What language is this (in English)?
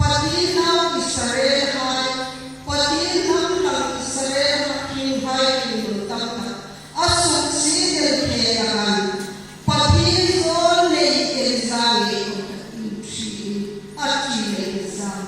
Hmar